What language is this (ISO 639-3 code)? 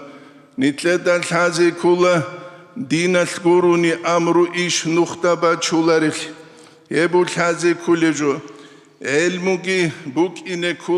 ava